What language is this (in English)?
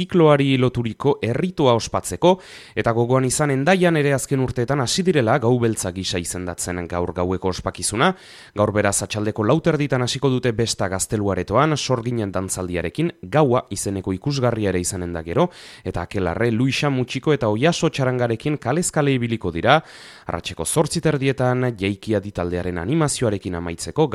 Basque